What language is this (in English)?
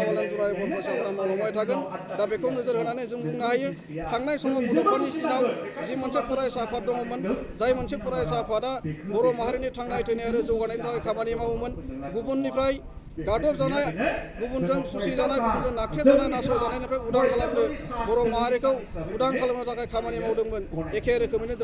Bodo